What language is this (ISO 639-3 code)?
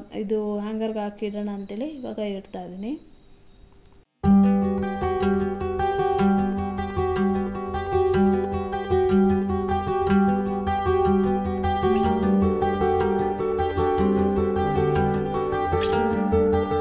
kan